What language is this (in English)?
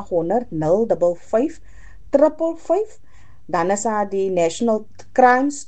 Afrikaans